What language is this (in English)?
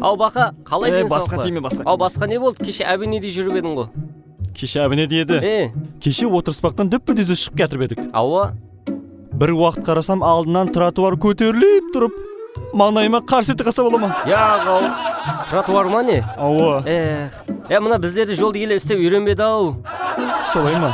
Kara-Kalpak